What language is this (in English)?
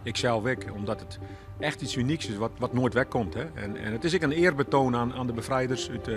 Western Frisian